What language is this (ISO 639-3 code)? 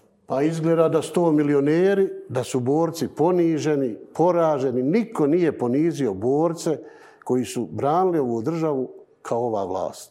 bos